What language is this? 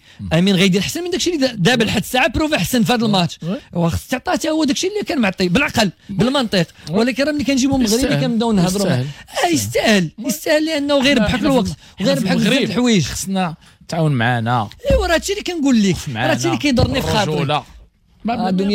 Moroccan Arabic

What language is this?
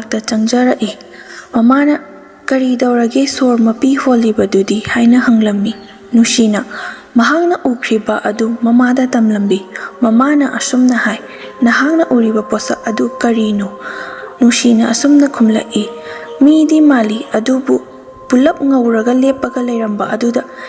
Manipuri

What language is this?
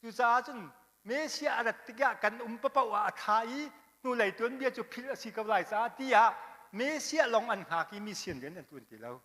Hakha Chin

